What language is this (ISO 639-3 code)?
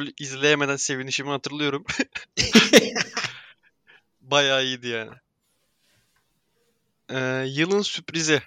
tur